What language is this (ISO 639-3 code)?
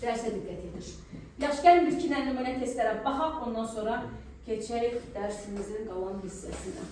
aze